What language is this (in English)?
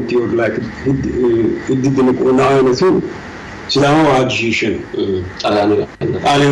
Sidamo